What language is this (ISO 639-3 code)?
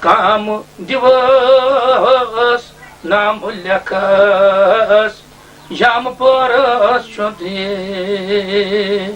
kas